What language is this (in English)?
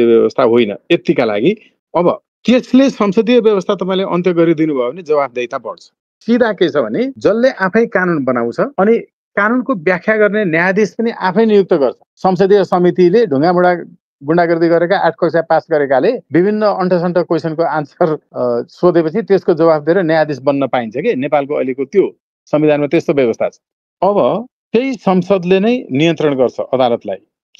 Nepali